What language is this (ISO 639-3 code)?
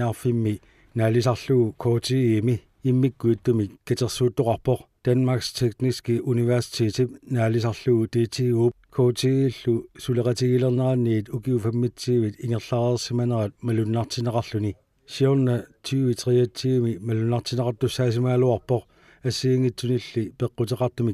kal